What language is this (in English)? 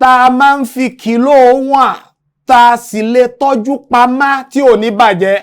Yoruba